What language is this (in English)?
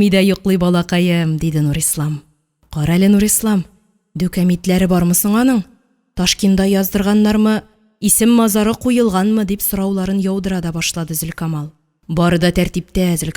Tatar